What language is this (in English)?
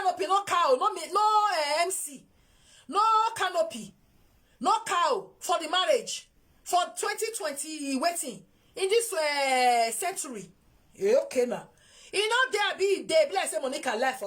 Nigerian Pidgin